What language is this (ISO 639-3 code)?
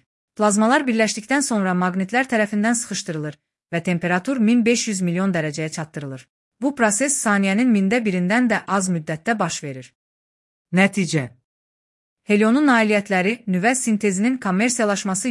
aze